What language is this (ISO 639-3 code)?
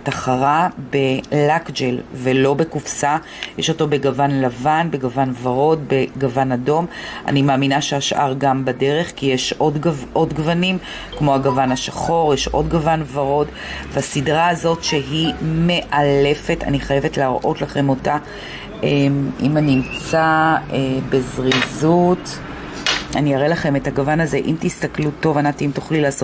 heb